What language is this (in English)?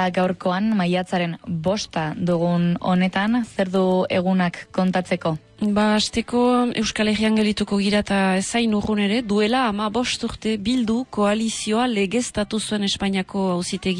Basque